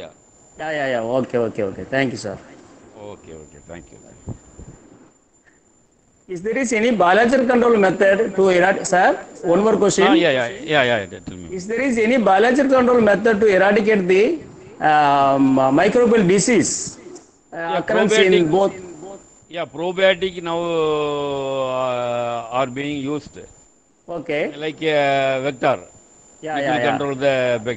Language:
English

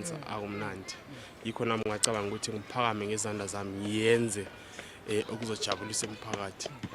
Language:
North Ndebele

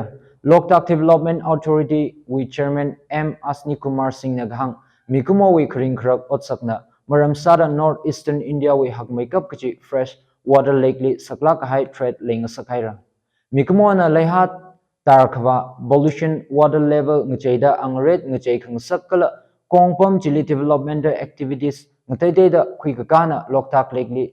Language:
Tangkhul Naga (India)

